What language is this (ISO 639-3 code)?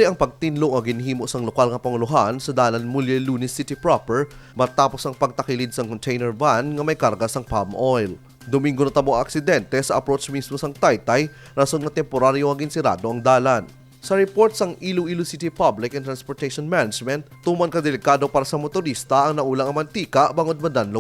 hil